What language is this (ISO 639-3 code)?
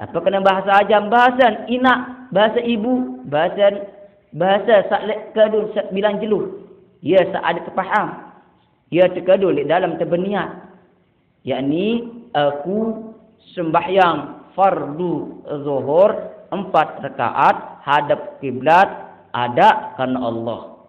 sas